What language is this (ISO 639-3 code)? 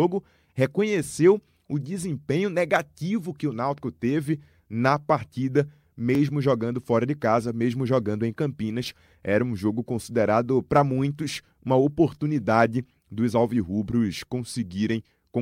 por